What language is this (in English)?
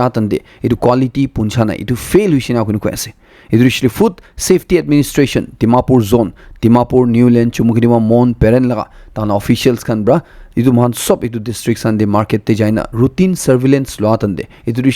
Naga Pidgin